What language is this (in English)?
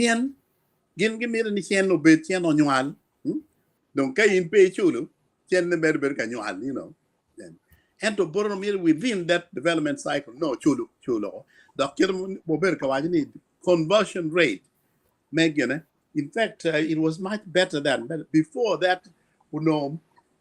Acoli